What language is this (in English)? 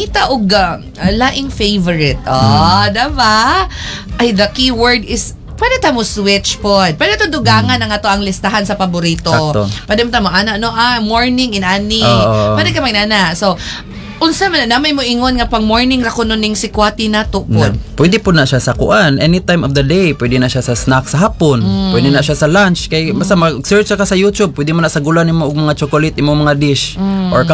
Cebuano